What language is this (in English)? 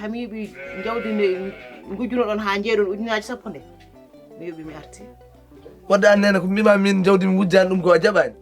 Fula